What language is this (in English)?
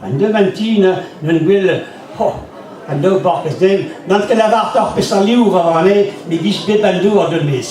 Breton